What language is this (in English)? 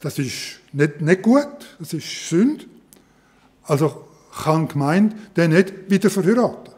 Swiss German